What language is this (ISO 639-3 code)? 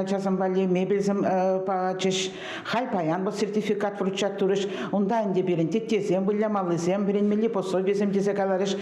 chv